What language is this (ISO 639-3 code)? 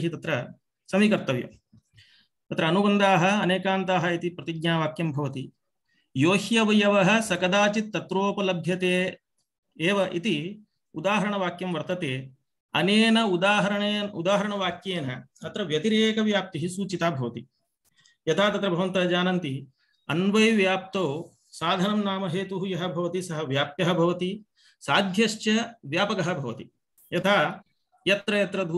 san